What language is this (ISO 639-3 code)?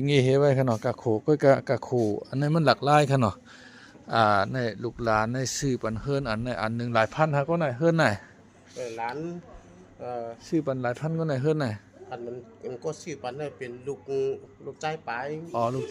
shn